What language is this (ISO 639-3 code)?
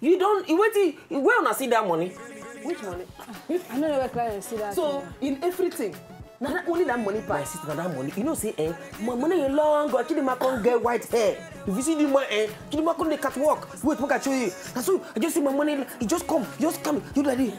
pcm